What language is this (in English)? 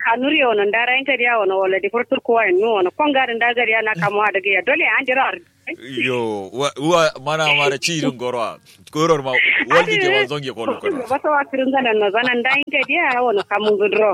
Kanuri